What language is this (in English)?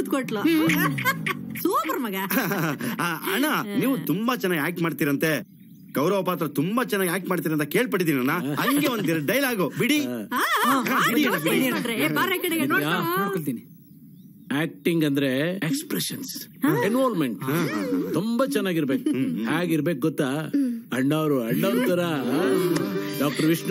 Kannada